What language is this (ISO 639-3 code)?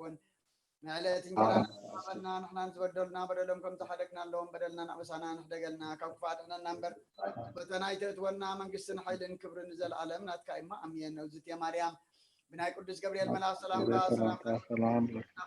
tir